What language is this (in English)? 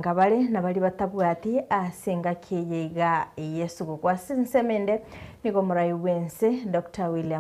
Gusii